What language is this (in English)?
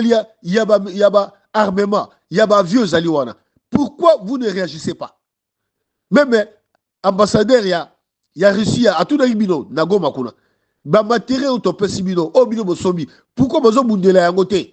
Lingala